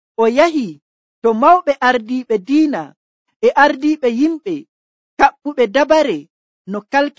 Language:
Nigerian Fulfulde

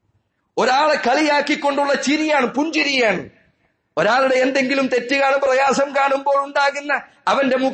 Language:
Malayalam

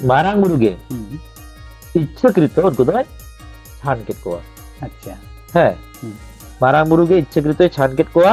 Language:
Santali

